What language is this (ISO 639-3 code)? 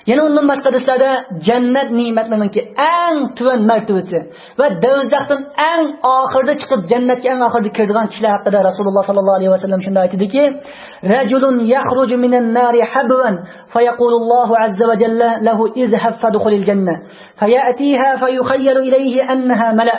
uig